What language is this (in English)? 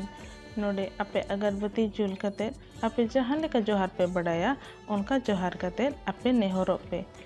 Santali